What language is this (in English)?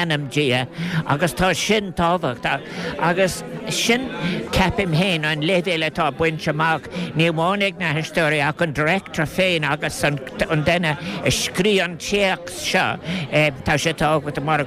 Irish